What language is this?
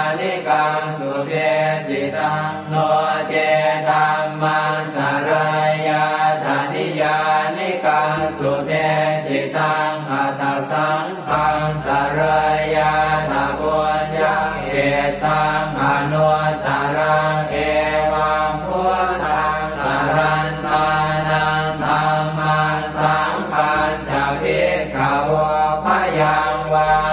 Pali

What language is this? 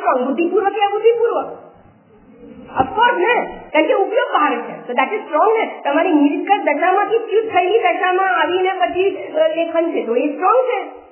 Gujarati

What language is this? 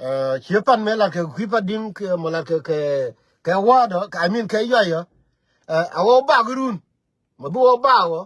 Nuer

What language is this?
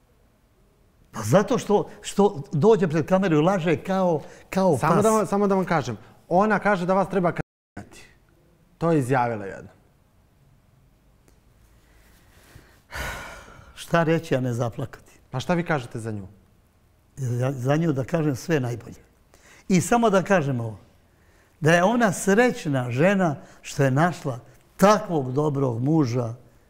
Serbian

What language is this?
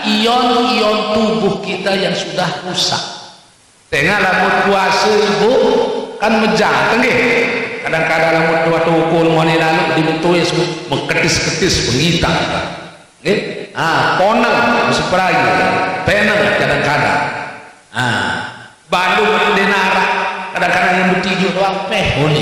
Sasak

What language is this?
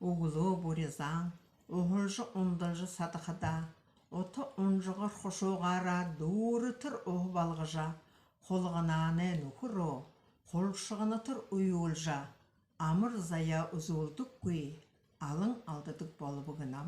Buriat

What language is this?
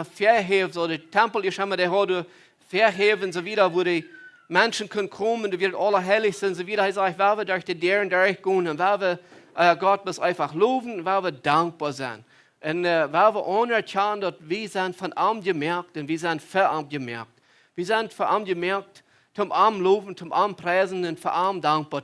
Plautdietsch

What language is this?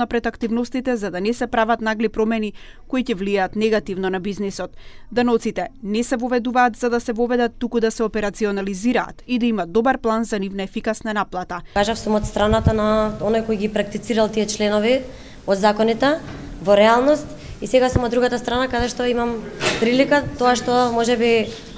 Macedonian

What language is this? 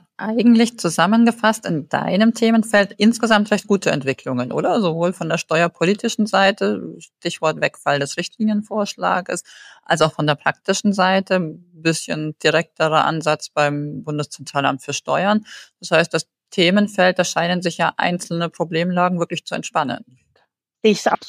German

